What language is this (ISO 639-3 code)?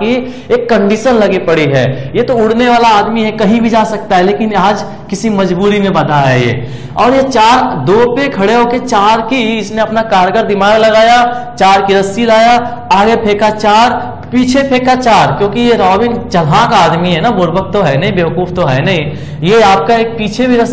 hin